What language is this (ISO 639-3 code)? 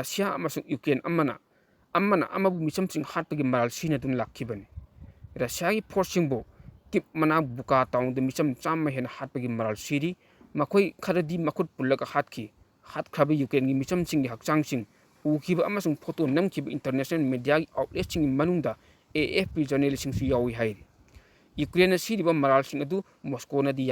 mni